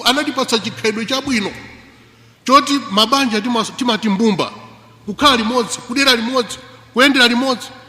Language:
Nyanja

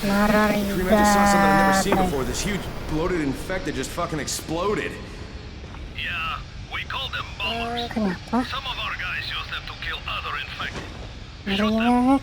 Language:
Banjar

